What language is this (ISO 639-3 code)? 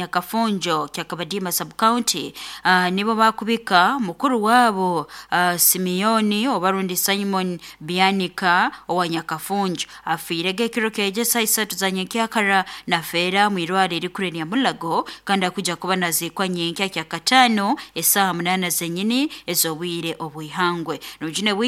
nyo